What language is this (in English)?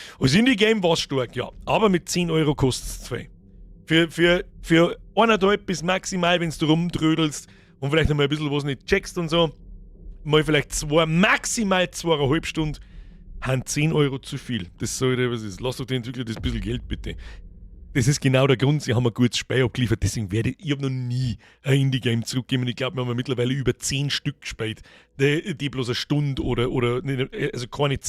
Bavarian